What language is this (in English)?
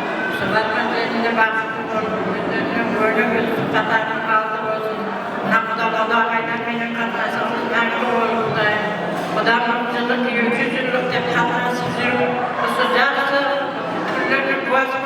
Kara-Kalpak